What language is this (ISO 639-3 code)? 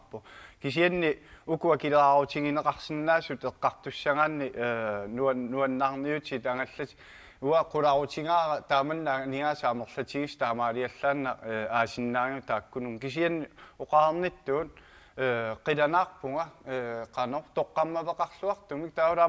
kal